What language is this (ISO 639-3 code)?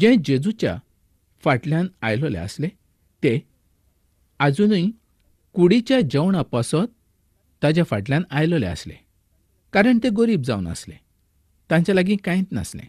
kok